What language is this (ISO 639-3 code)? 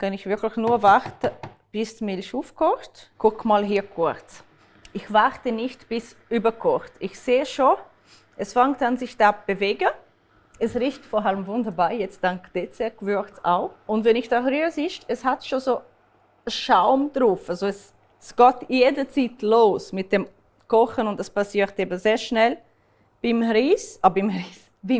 gsw